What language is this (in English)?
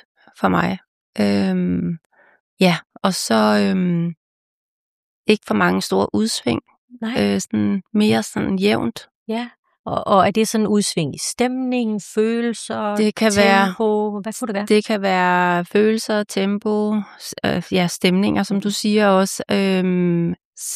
Danish